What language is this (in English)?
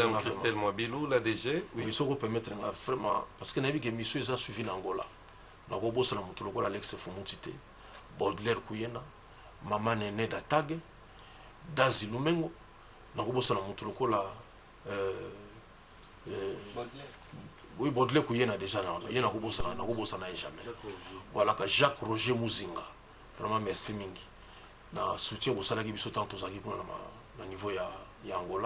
Lingala